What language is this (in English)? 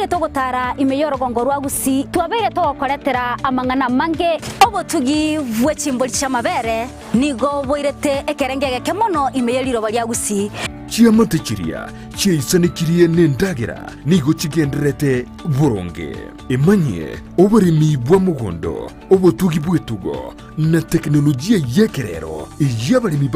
Gusii